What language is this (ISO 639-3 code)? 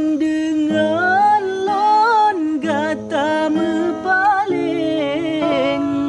ace